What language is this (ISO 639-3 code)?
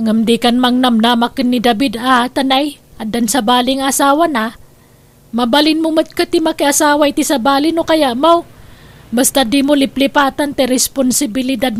ilo